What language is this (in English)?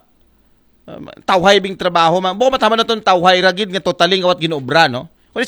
Aklanon